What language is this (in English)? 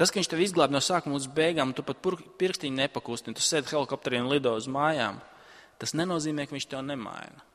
Latvian